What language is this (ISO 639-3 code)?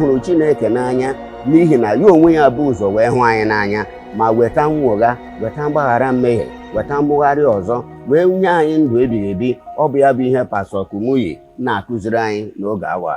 ibo